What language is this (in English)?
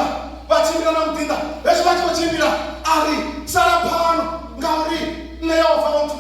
Venda